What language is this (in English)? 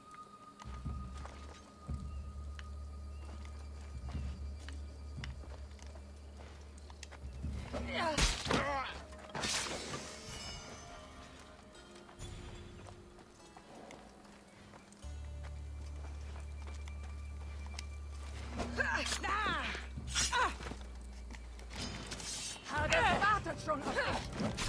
German